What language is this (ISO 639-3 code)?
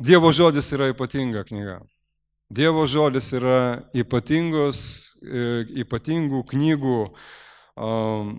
lit